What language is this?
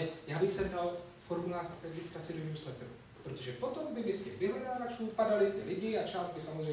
Czech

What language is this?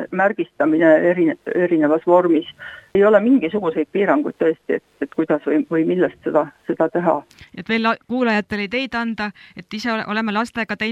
Estonian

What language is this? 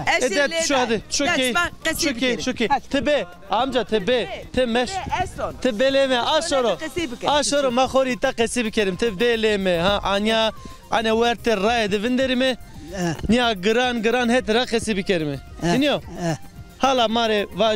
Zaza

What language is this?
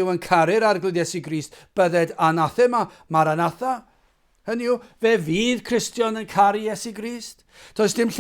Welsh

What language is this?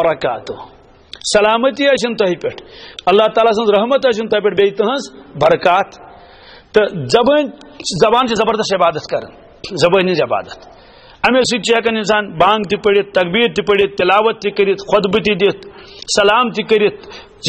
Kashmiri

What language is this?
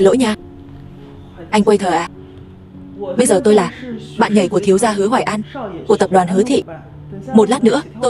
Vietnamese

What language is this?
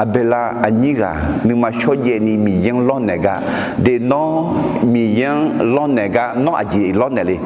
Akha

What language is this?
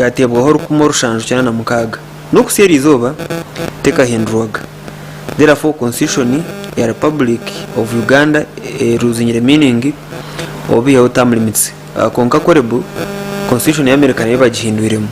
Nyankole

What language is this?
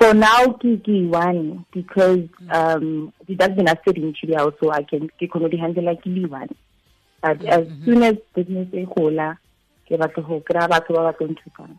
Tswana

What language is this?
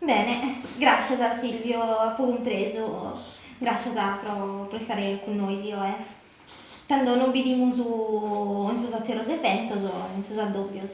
Sardinian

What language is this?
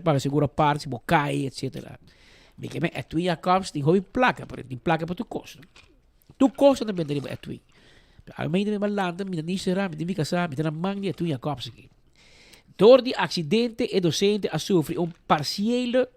Papiamento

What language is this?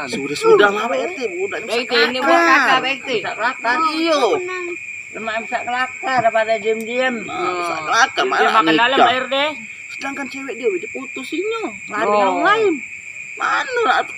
Musi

